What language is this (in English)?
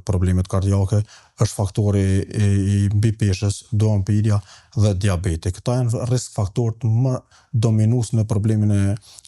Albanian